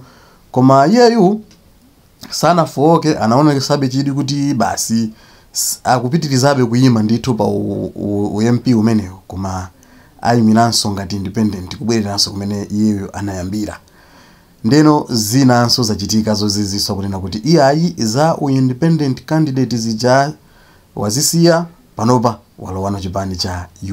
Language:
Nyanja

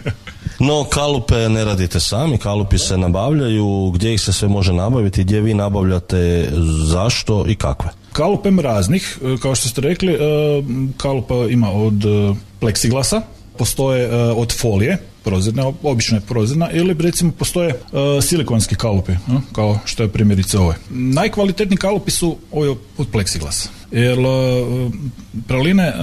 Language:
Croatian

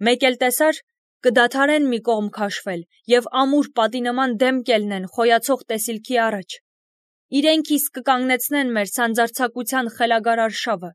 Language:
Armenian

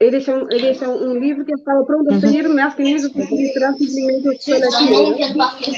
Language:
Kabuverdianu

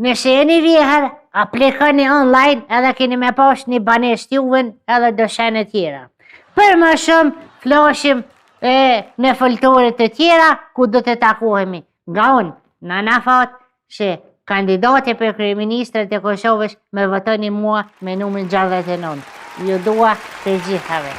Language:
Albanian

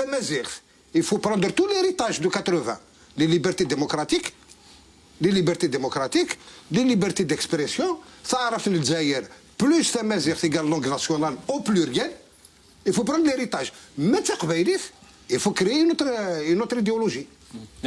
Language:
Kabyle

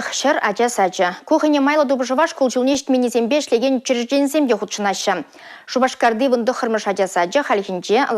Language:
Chuvash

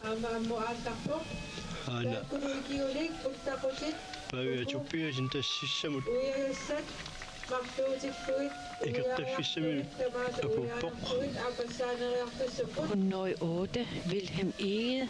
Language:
Kalaallisut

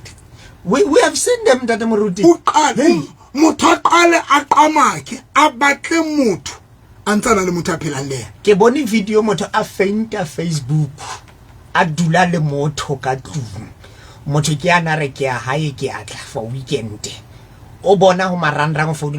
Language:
Southern Sotho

